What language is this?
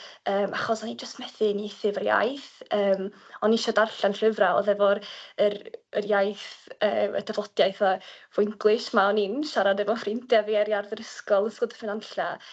Welsh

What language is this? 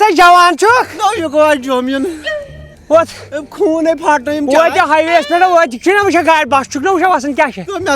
Kashmiri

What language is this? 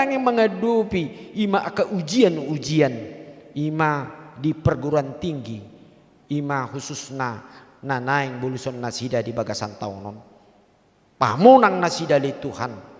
Batak Toba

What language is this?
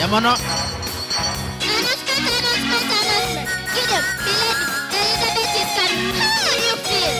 Gusii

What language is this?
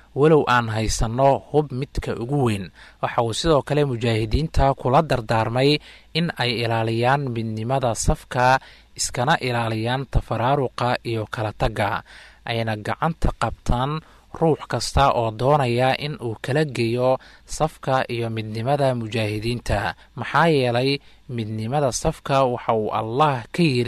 Somali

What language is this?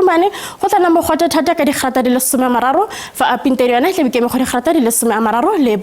Tswana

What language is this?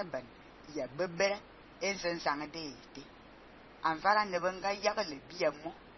Fang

